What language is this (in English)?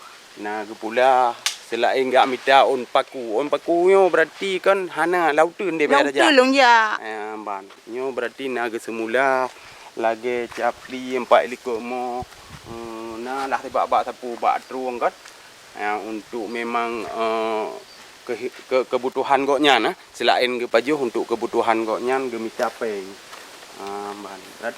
Achinese